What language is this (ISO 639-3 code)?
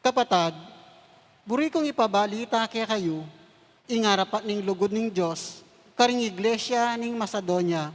pam